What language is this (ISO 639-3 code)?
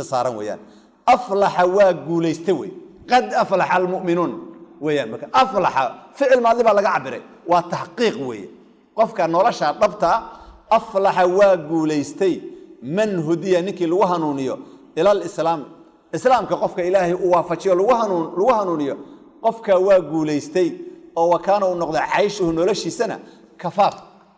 som